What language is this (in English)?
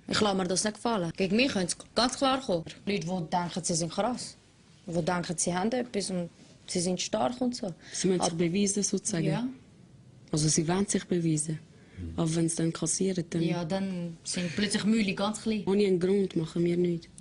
Swiss German